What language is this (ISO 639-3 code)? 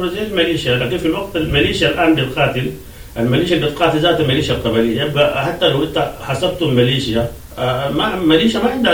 apd